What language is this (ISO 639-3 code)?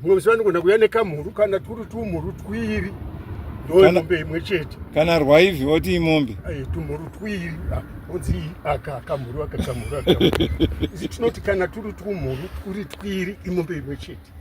sna